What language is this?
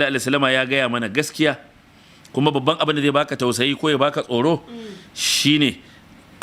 Hausa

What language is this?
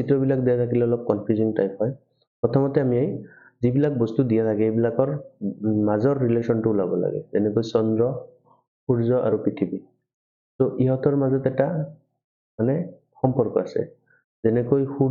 Assamese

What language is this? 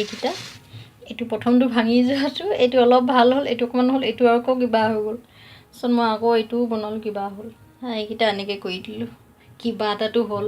Assamese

